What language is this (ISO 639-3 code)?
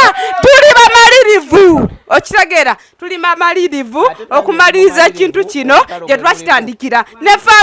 lug